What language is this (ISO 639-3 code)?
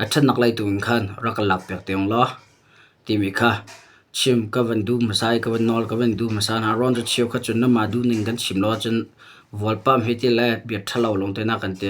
cnh